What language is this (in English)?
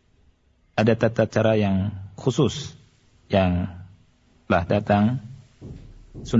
Indonesian